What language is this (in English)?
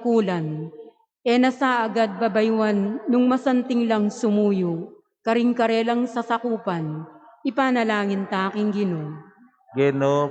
Pampanga